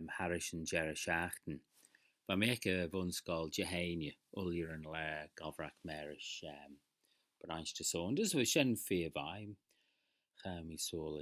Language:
Manx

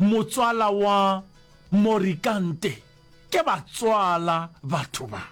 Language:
Northern Sotho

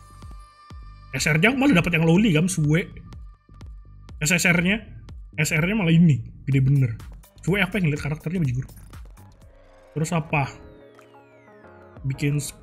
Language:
Indonesian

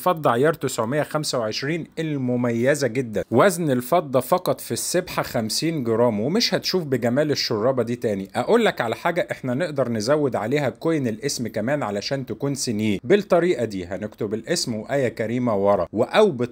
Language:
Egyptian Arabic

